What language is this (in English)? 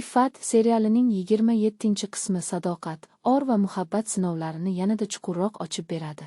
Uzbek